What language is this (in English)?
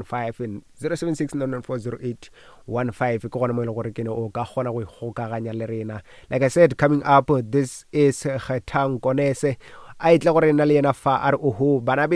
Northern Sotho